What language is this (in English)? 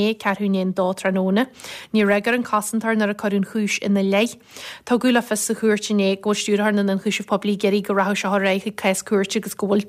Irish